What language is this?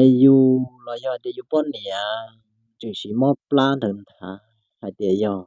Hmong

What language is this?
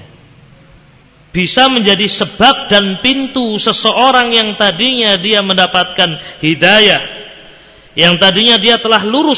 Indonesian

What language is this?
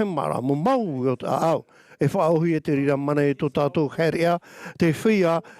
Tahitian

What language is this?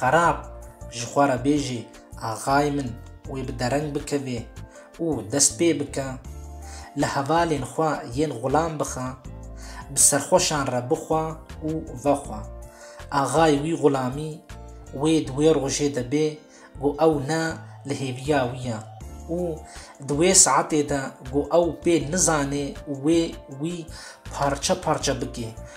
Kurdish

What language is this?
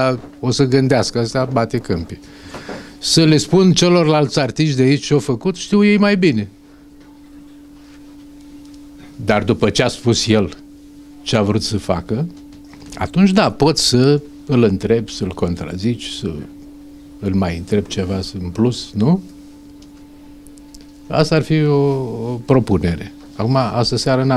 Romanian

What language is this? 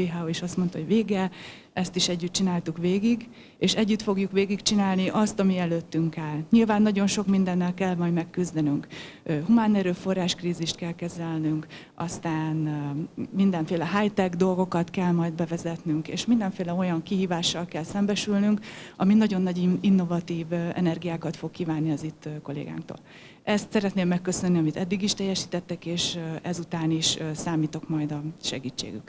Hungarian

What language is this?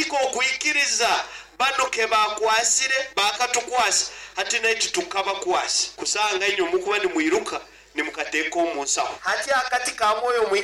Nyoro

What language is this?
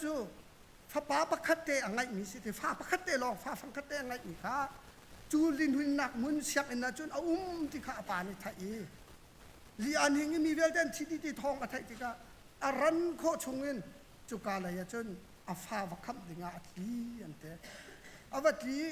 Hakha Chin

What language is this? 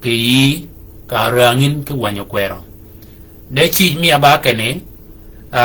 Shilluk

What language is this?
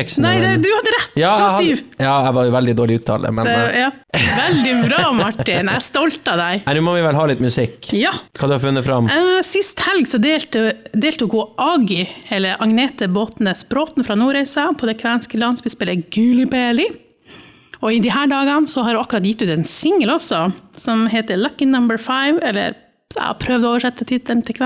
Norwegian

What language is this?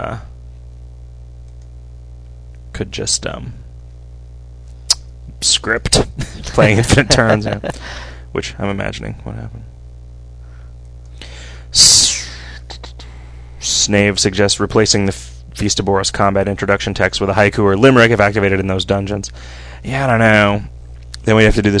English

